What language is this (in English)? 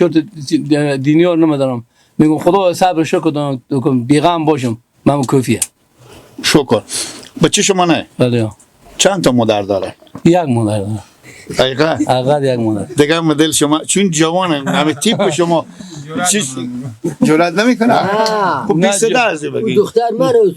Persian